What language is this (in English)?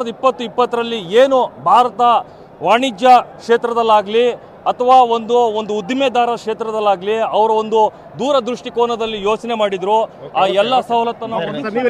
Kannada